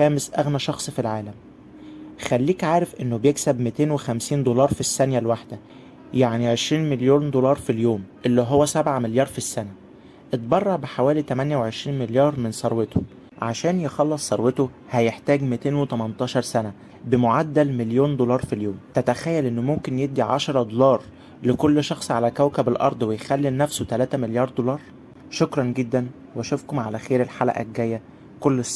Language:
Egyptian Arabic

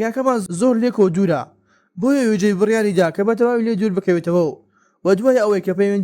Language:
Central Kurdish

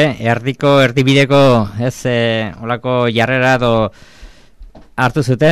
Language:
Basque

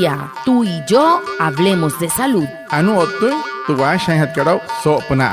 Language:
Wayuu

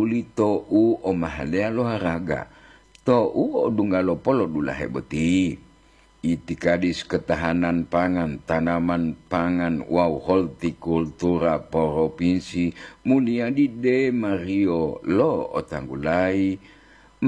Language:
Gorontalo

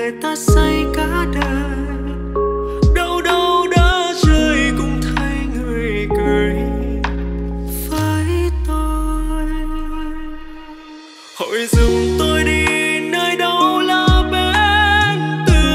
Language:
Vietnamese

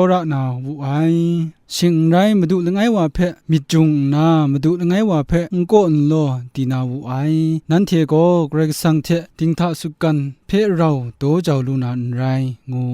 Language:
Kachin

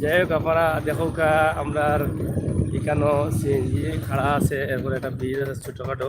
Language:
Sylheti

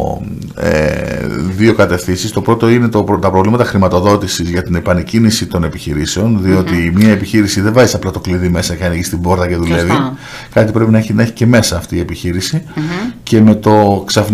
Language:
Greek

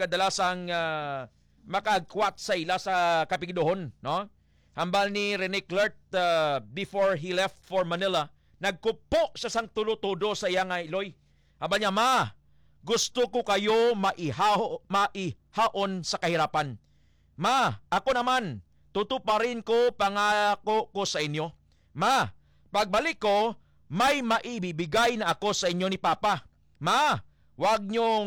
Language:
Hiligaynon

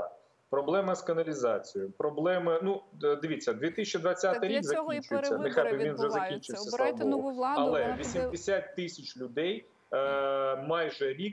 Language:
Ukrainian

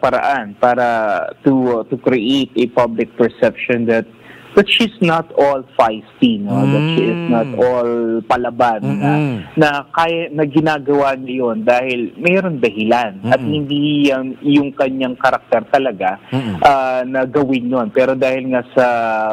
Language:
Filipino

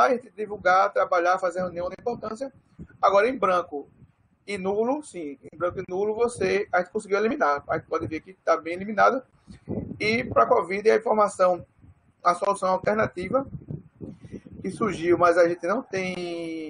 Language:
Portuguese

